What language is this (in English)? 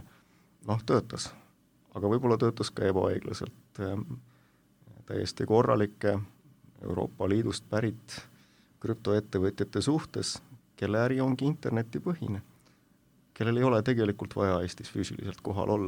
Estonian